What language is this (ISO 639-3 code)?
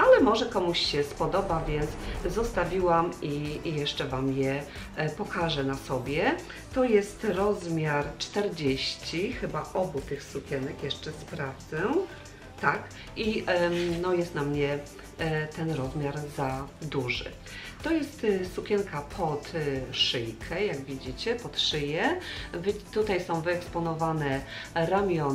pol